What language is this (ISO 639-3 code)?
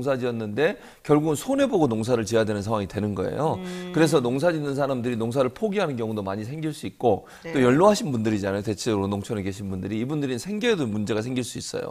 kor